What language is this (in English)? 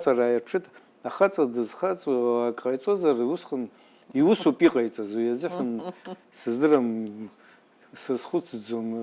Abkhazian